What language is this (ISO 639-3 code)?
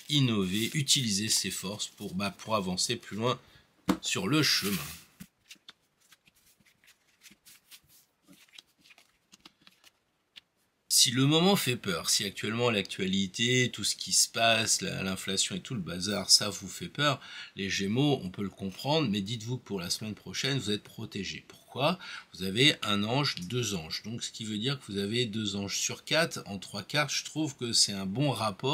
fra